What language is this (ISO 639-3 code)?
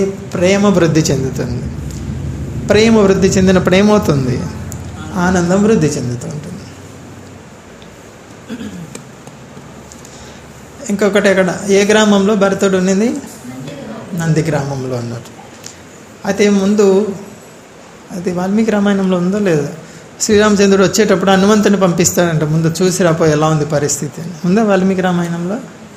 tel